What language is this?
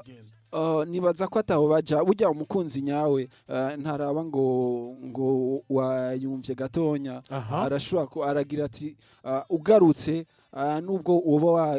Rundi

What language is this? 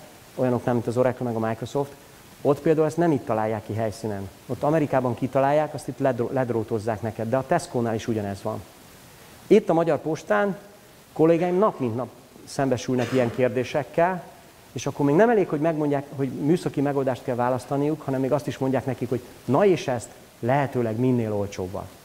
Hungarian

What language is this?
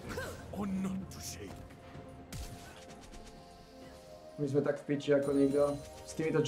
Slovak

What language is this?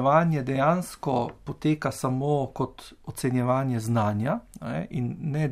Slovenian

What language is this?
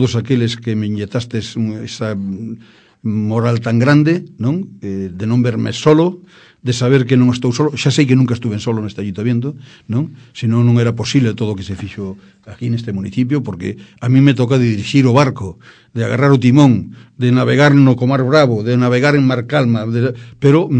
Galician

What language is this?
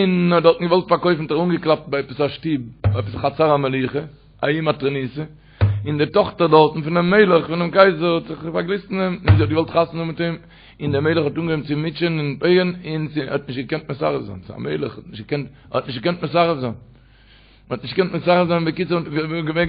Yiddish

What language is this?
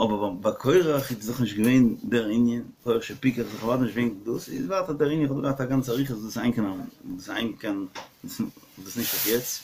Yiddish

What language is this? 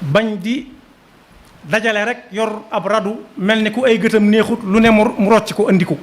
Wolof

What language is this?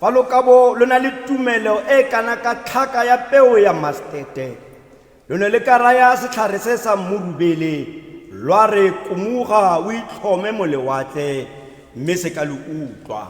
Tswana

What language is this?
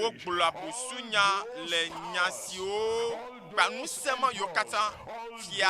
Ewe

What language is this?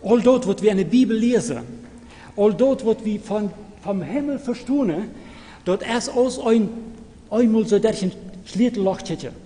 Plautdietsch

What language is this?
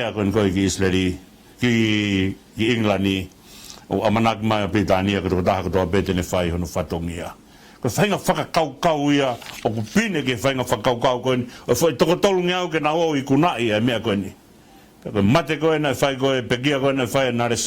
Tongan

